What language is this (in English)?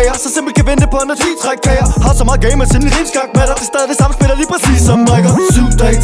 Danish